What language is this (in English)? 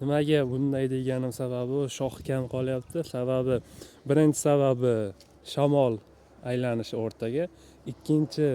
Uzbek